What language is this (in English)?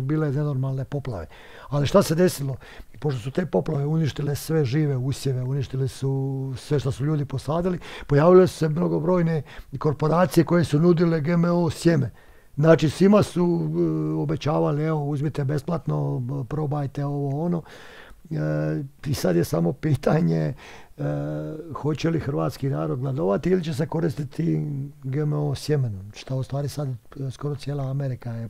Bosnian